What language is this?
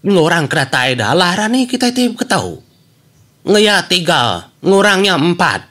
Iban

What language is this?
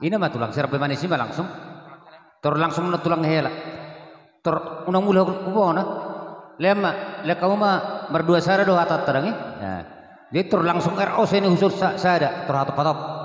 Batak Toba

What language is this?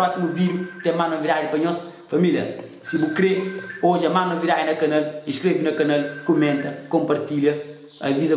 Kabuverdianu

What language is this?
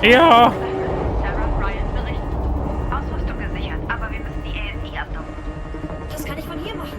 Swiss German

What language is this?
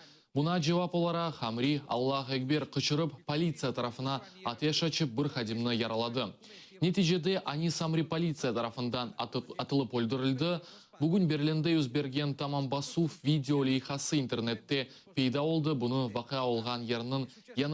Crimean Tatar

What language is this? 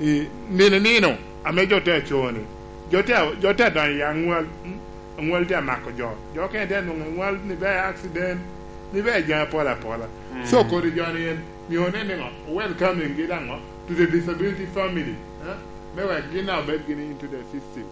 Lango (Uganda)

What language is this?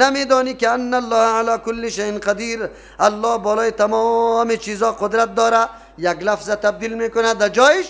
Persian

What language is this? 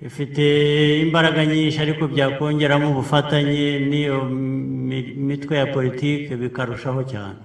Kinyarwanda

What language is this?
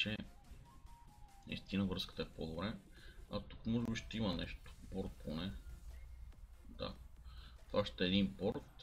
Bulgarian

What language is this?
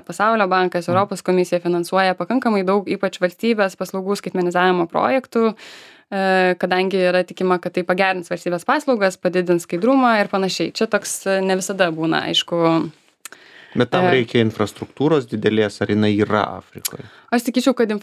Lithuanian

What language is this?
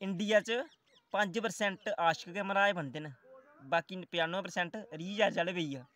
Dogri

